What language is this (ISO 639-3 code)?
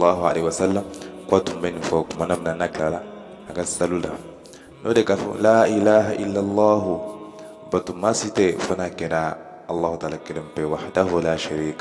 bam